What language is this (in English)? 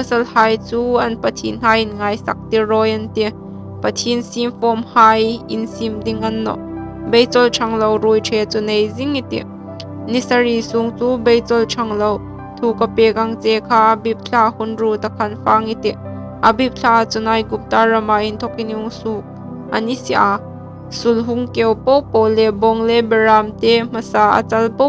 Hmar